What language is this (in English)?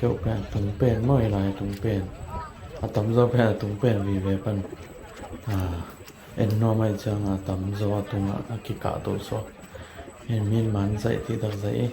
Tedim Chin